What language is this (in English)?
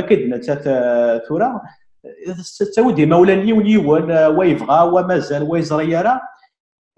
Kabyle